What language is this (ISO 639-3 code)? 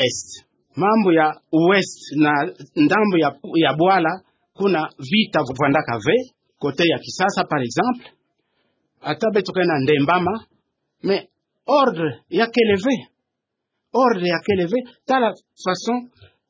ktu